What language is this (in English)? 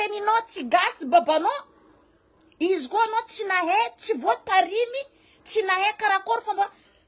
Malagasy